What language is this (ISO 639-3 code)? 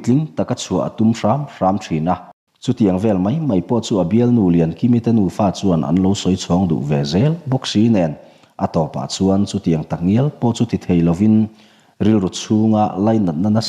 lus